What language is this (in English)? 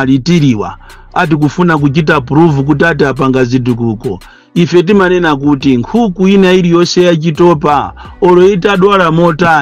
Nyanja